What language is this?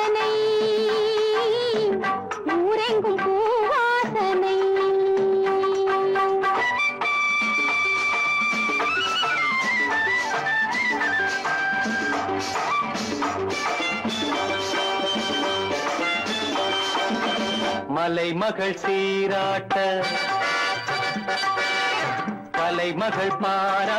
Tamil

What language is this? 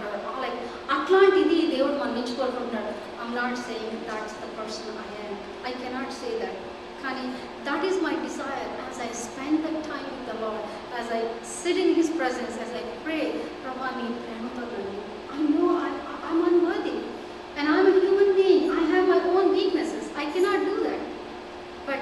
Telugu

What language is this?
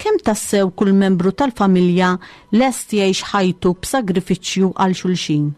Maltese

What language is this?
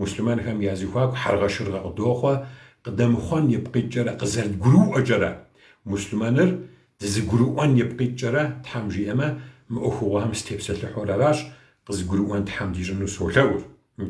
Kabardian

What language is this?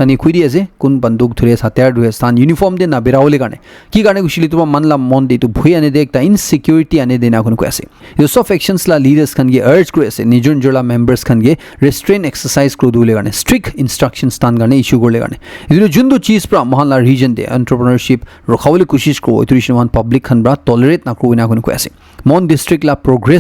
Naga Pidgin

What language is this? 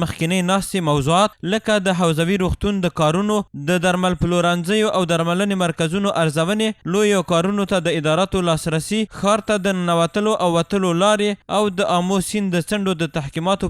Pashto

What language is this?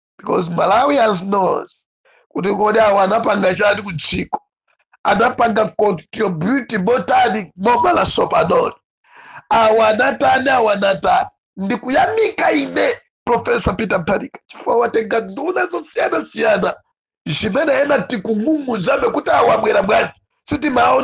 Nyanja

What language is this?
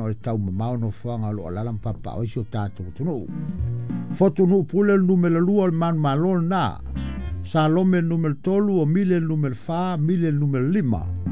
Samoan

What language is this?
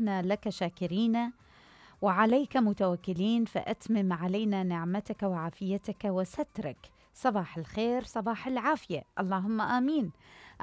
Mesopotamian Arabic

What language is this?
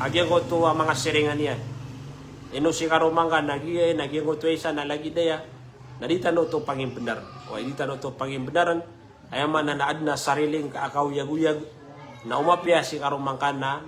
Maranao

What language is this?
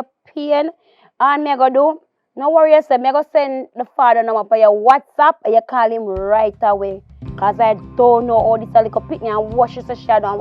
Jamaican Creole English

